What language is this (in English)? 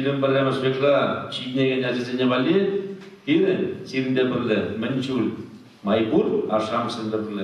Chuvash